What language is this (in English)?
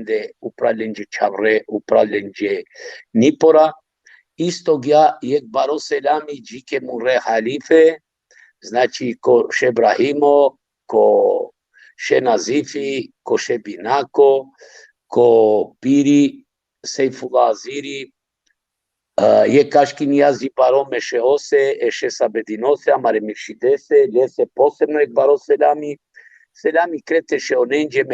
Balkan Romani